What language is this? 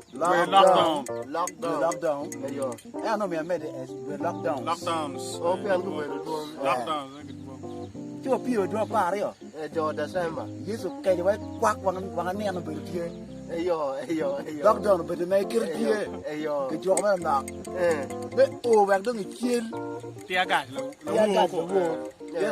Acoli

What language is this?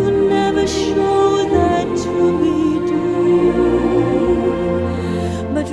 English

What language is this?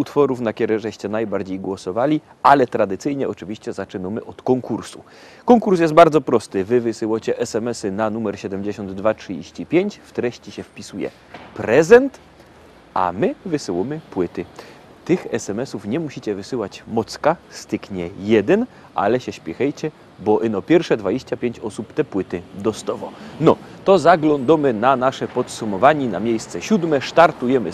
Silesian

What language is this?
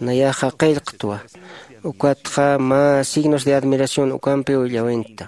Aymara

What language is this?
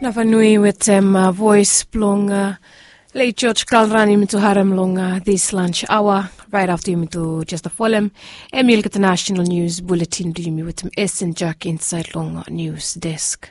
Bislama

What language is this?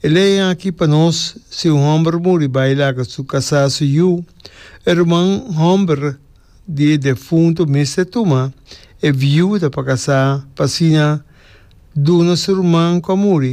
Papiamento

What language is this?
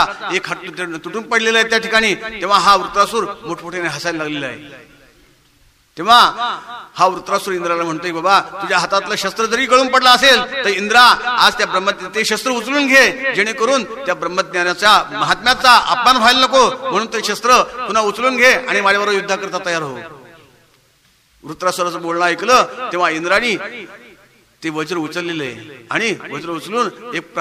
Marathi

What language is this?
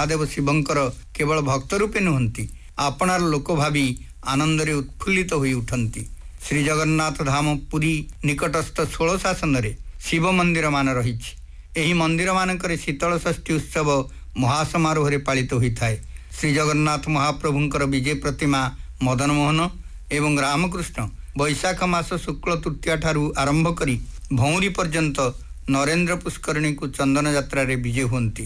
Odia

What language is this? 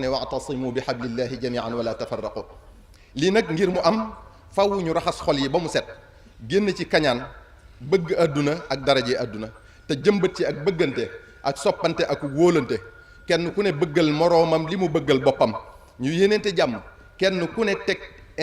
Wolof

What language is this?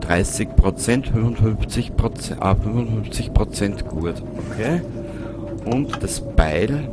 Bavarian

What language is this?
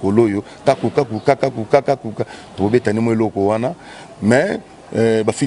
Lingala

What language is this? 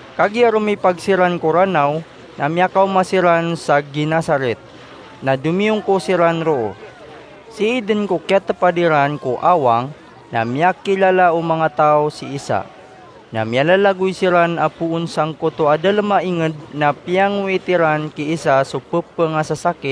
Maranao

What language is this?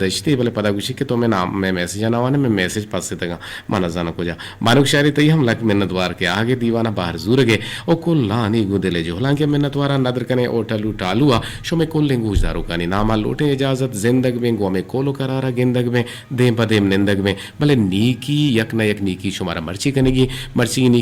Eastern Balochi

